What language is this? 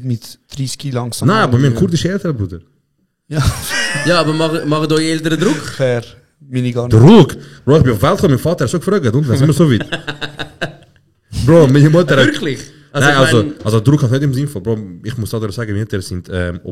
Swiss German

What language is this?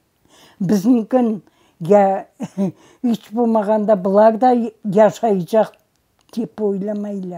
Crimean Tatar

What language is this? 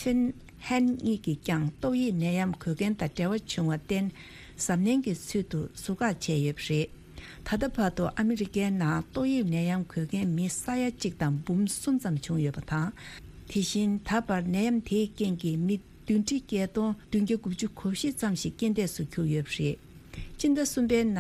Tibetan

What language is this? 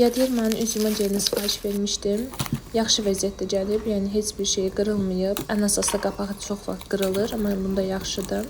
Azerbaijani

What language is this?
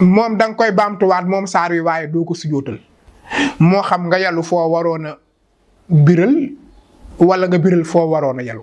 Wolof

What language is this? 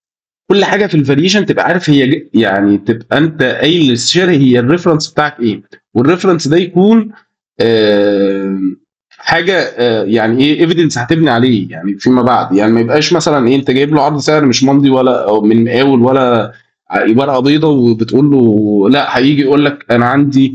Egyptian Arabic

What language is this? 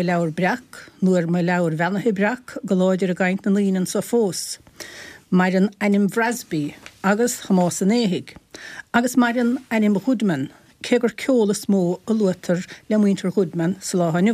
Irish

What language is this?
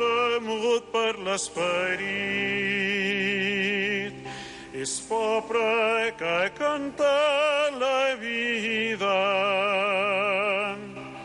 Catalan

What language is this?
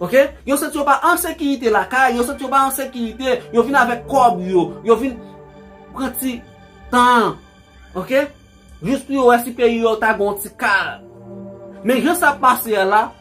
Haitian Creole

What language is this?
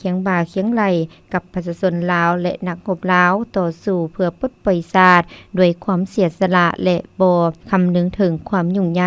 Lao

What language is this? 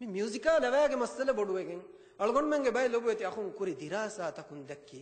Divehi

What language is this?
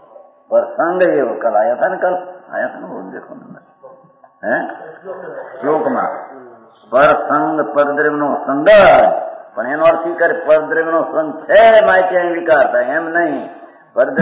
Gujarati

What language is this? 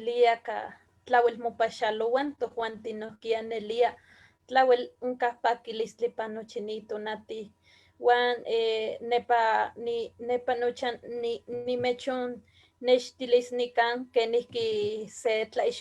Eastern Huasteca Nahuatl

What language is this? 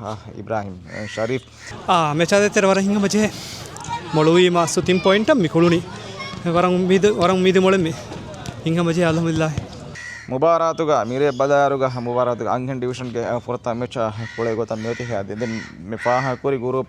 Divehi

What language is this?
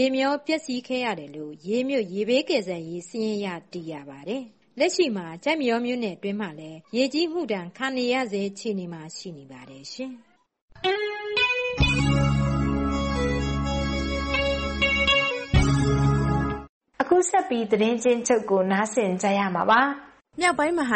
Burmese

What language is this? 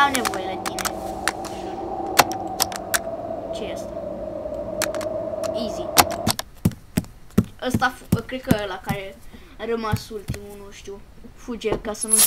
Romanian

